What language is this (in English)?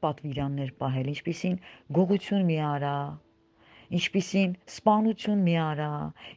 Armenian